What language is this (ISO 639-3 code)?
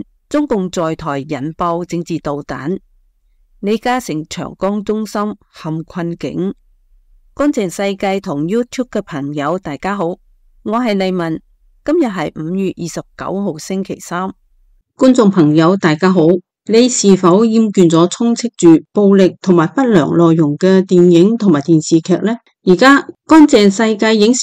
yue